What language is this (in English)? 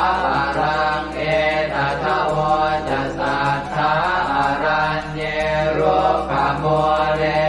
Pali